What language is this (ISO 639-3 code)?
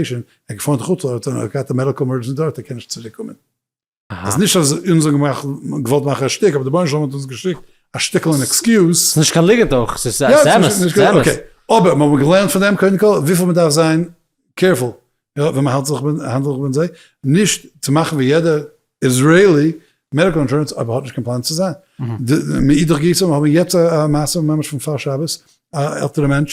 yid